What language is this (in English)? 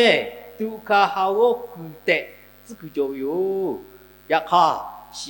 Lahu